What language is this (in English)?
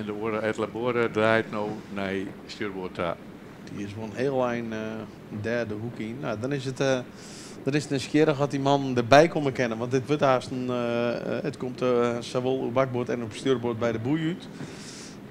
Western Frisian